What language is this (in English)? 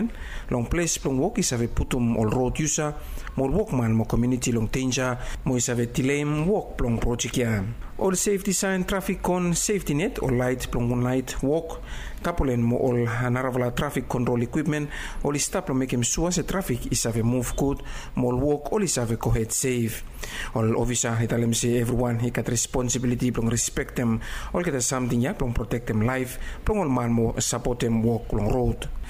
Bislama